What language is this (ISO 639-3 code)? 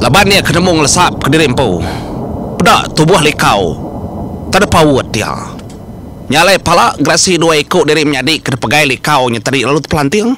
iba